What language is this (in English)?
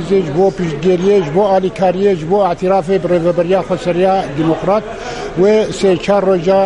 Kurdish